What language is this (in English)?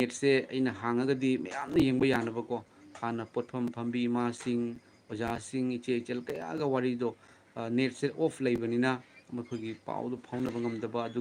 Manipuri